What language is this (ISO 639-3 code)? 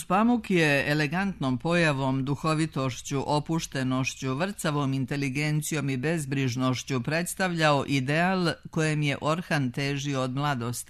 srp